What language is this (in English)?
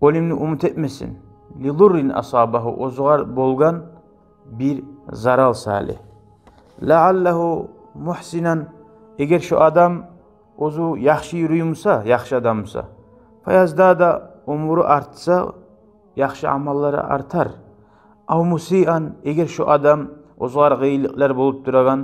Kumyk